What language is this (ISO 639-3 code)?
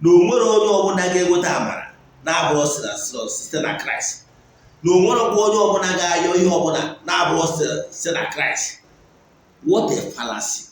ibo